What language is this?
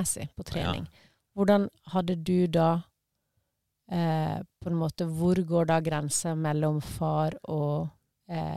Norwegian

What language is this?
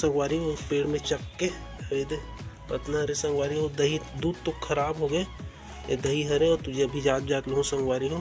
Chhattisgarhi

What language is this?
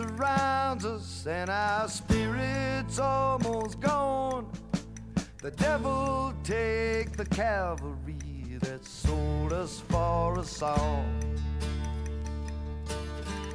English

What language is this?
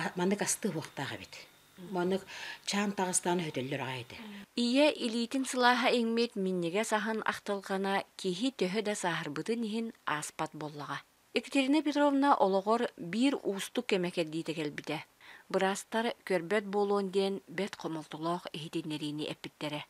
Yakut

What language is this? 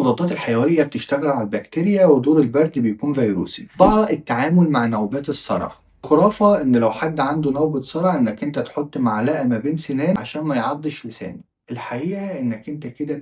Egyptian Arabic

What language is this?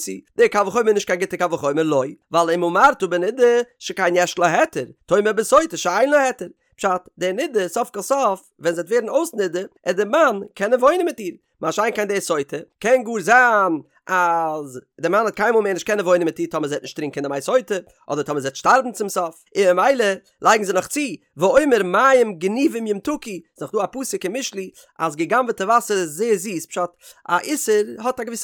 Yiddish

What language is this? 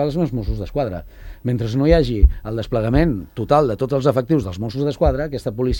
Catalan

